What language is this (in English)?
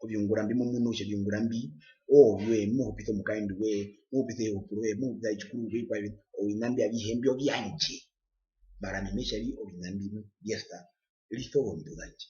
Herero